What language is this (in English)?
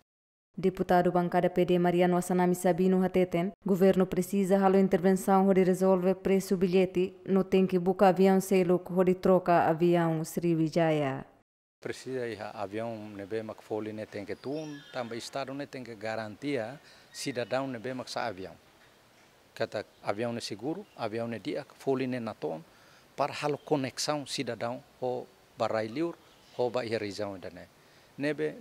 Tetum